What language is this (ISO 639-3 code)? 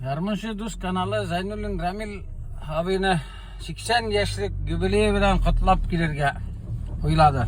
tat